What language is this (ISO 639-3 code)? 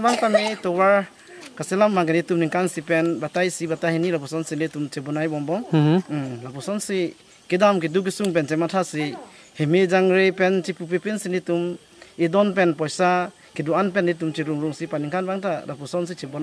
mjw